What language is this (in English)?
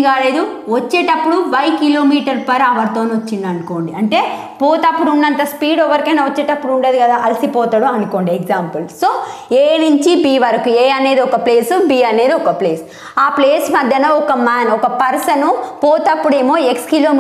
Telugu